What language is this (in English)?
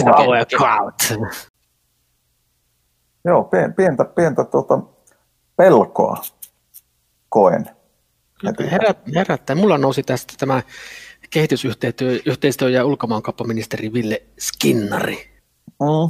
Finnish